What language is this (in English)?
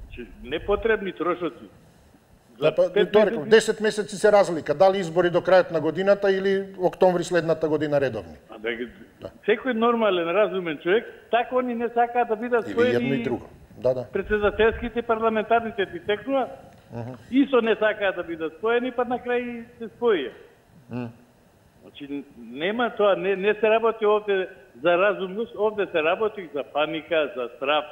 Macedonian